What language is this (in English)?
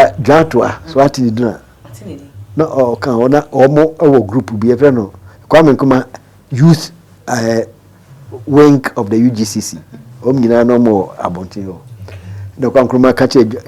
Akan